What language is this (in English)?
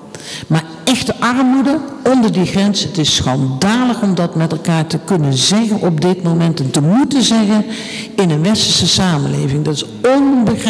Dutch